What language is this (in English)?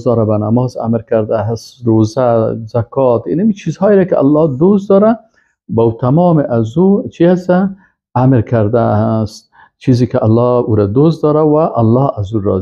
Persian